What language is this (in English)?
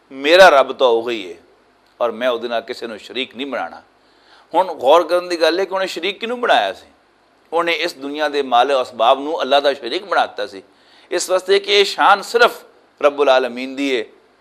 Western Panjabi